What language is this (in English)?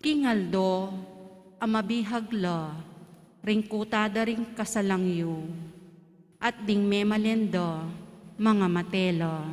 Pampanga